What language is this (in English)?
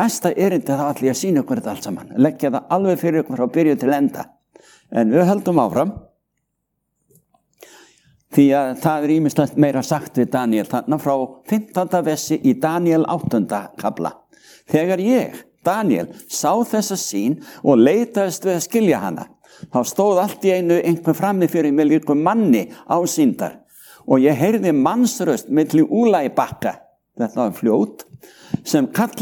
Icelandic